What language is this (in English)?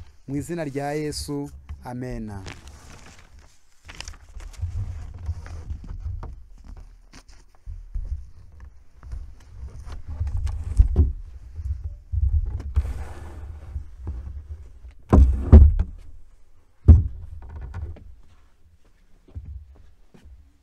Kinyarwanda